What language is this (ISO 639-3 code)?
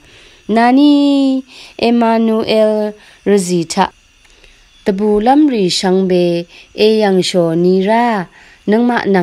raw